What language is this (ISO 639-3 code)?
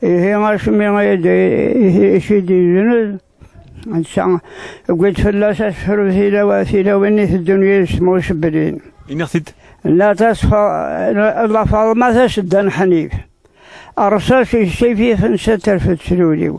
kab